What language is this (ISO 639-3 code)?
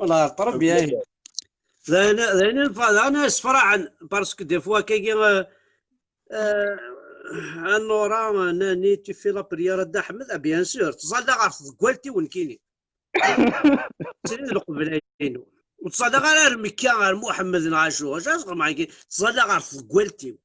kab